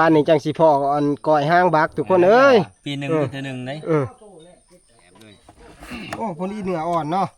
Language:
Northeastern Thai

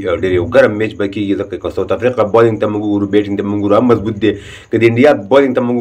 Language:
Pashto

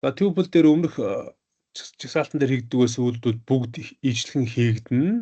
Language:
Mongolian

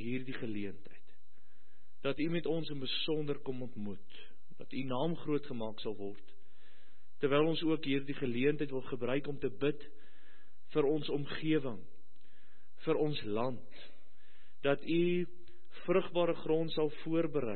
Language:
Afrikaans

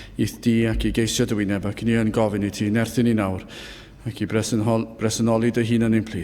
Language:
Welsh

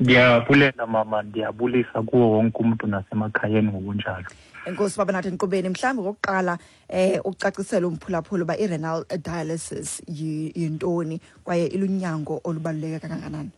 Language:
Xhosa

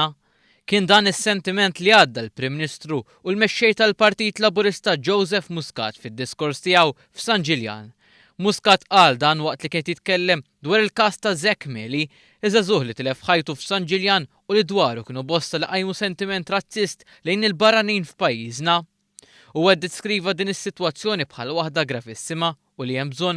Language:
Maltese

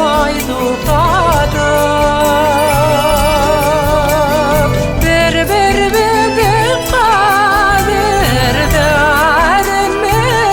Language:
Bashkir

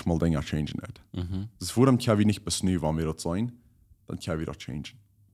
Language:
Plautdietsch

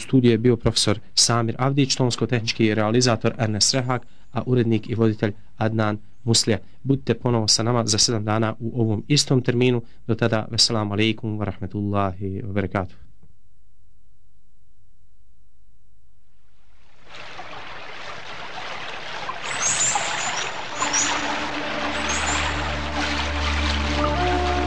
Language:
Bosnian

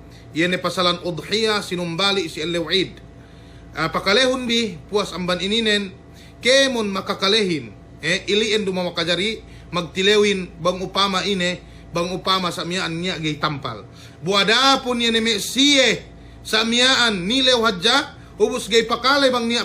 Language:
Yakan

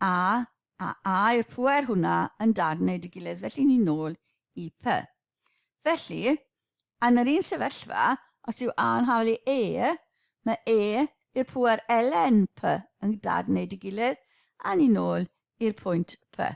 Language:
Welsh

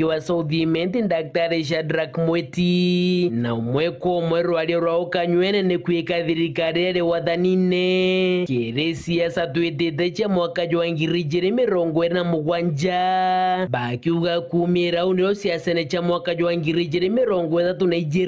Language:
Meru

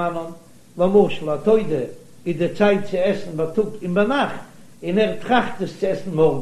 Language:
Yiddish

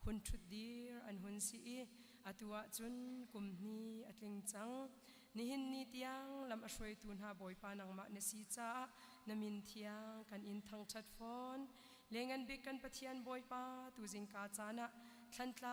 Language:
Hakha Chin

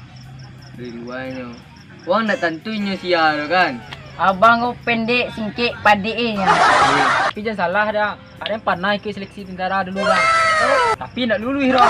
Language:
Minangkabau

